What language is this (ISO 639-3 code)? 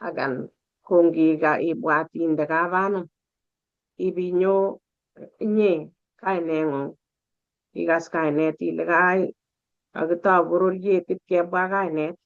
kln